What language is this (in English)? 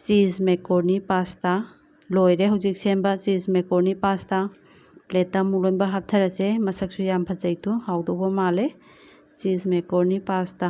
Manipuri